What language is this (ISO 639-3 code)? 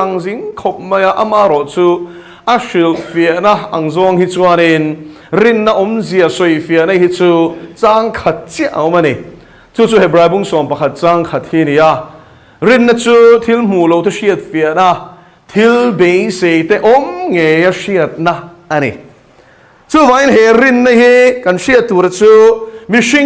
lus